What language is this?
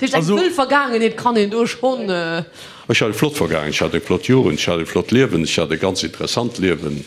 Luxembourgish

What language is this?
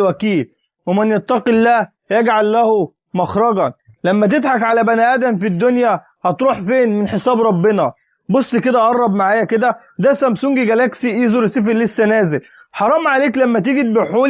Egyptian Arabic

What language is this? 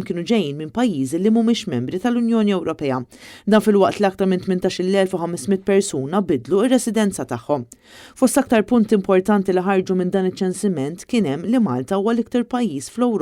Maltese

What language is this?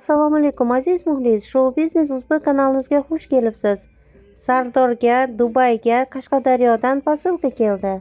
Uzbek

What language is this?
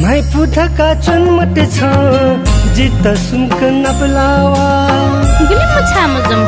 Newari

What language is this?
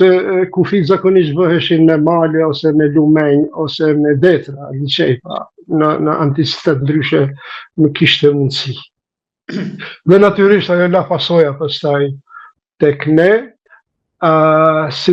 Albanian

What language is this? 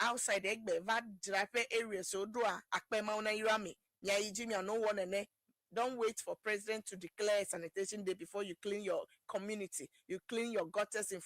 Ewe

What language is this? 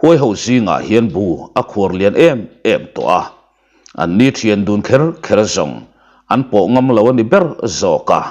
Mizo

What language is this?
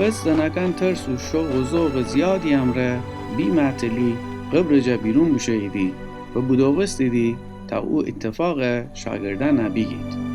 Gilaki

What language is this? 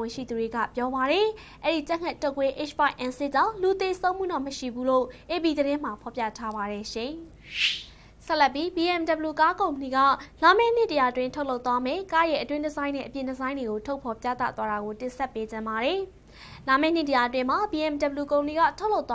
Burmese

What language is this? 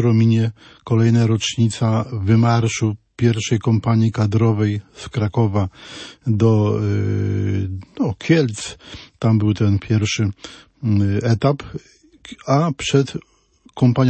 Polish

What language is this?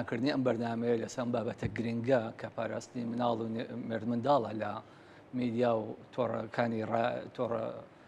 Central Kurdish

